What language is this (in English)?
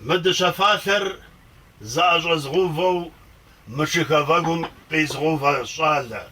Kabardian